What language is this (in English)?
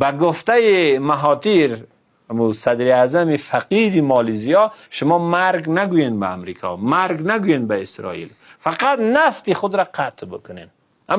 Persian